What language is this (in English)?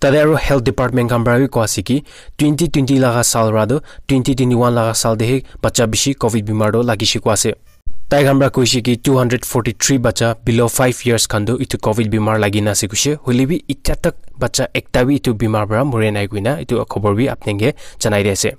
Naga Pidgin